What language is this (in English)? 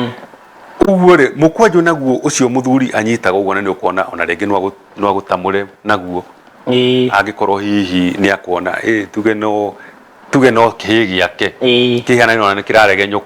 Kikuyu